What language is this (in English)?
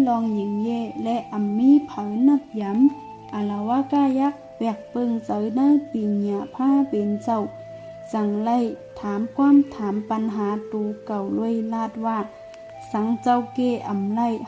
Shan